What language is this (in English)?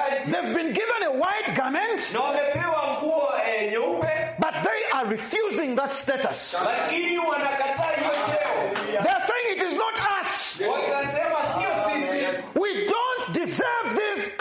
Swahili